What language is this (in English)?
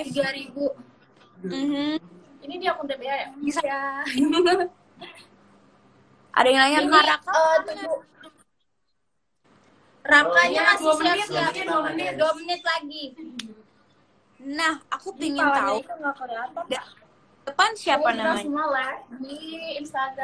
Indonesian